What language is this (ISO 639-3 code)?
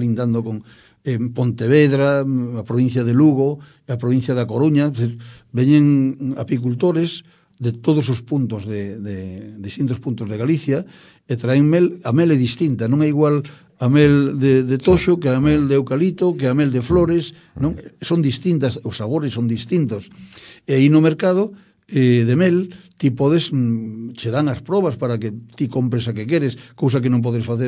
glg